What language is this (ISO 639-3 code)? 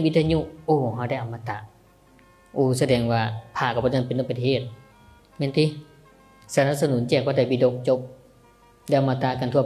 tts